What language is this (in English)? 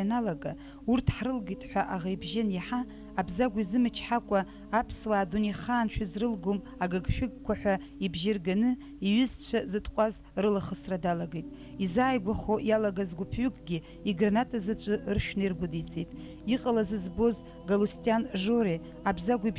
Abkhazian